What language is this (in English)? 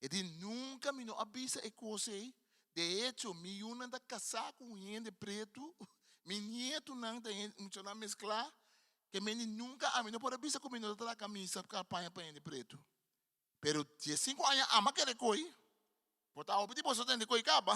Papiamento